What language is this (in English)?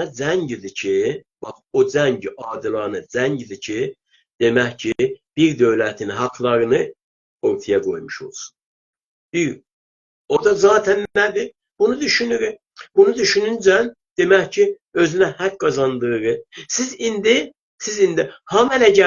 South Azerbaijani